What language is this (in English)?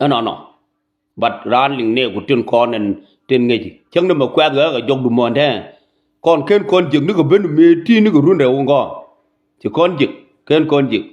Nuer